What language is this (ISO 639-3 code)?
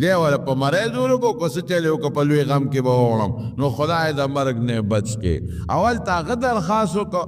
pus